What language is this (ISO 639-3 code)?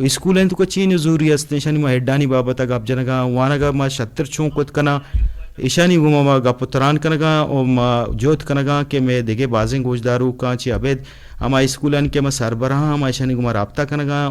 bgp